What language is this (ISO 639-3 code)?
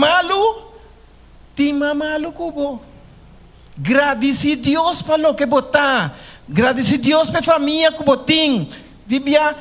pap